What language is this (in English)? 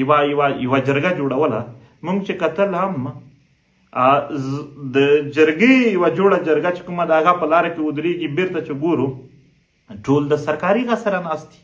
Pashto